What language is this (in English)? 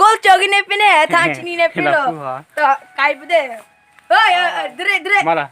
Karbi